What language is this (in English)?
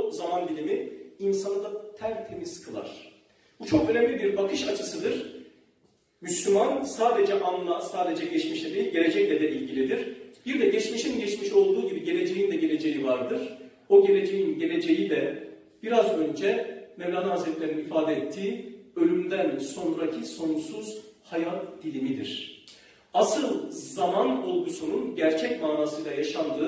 Turkish